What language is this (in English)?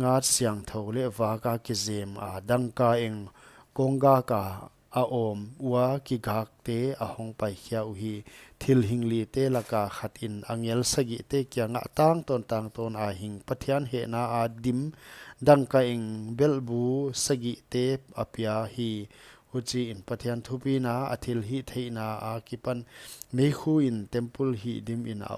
Paite Chin